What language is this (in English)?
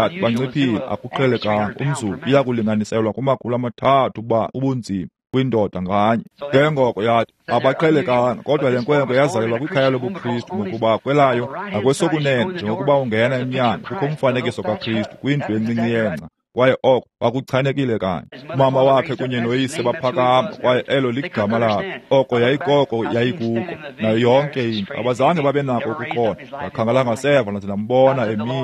Xhosa